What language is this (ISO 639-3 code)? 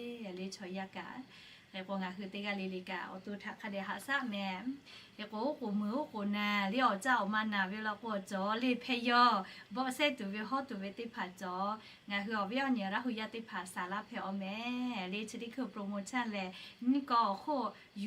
lhu